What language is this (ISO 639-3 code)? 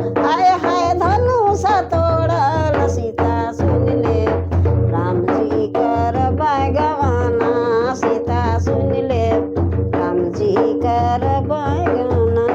sck